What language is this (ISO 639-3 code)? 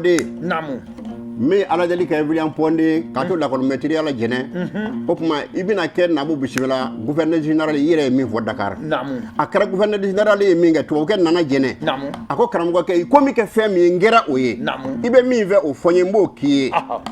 bam